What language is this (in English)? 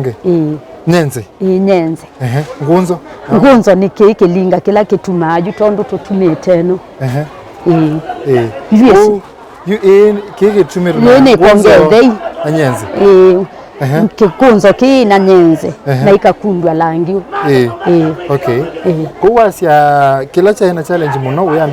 Kamba